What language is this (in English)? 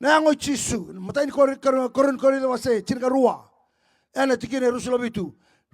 Fijian